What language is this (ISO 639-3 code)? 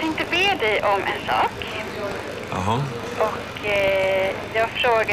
swe